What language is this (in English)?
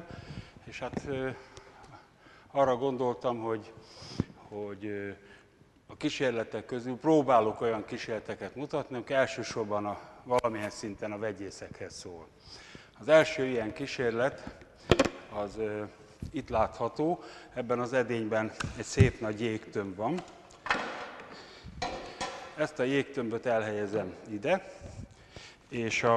Hungarian